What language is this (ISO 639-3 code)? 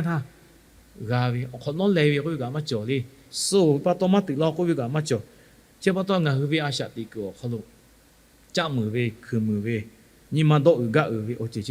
lhu